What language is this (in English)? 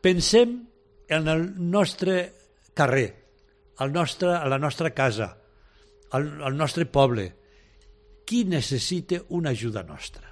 Catalan